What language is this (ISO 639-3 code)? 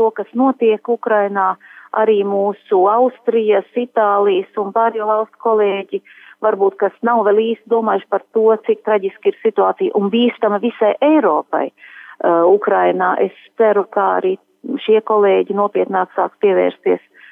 lav